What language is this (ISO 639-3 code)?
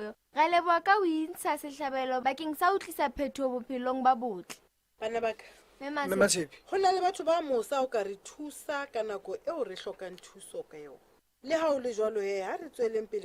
sot